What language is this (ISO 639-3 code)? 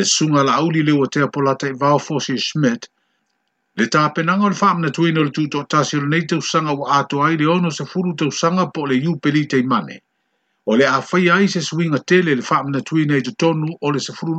smo